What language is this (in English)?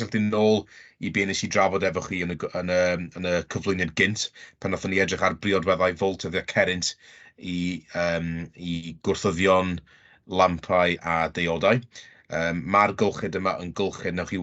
Welsh